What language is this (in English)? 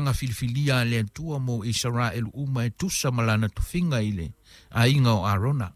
Samoan